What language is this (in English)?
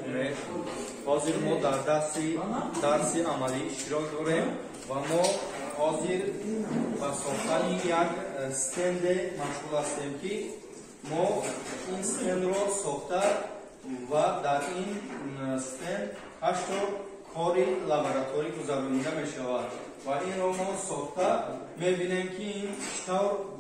Tajik